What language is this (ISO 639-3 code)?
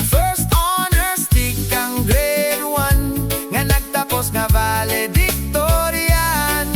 war